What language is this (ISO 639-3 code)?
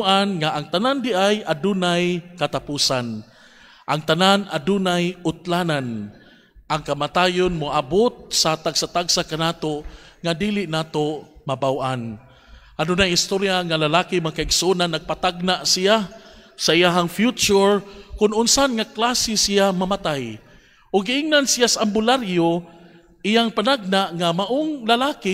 ceb